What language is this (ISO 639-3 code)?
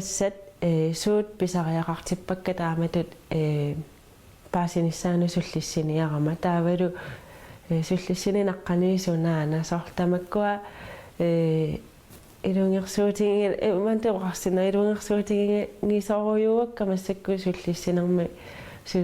kal